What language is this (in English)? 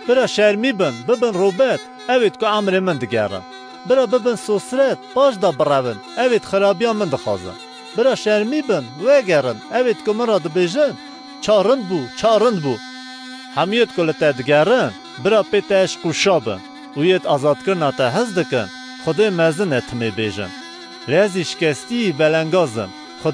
Kurdish